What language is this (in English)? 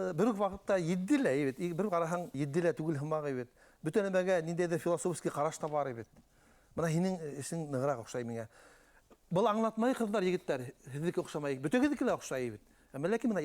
Bashkir